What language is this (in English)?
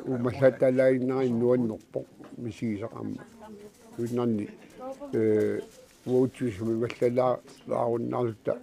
Kalaallisut